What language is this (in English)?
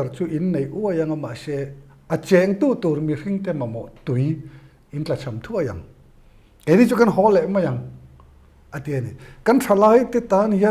Mizo